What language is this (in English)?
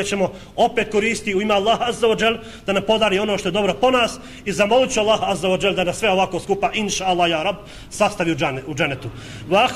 Bosnian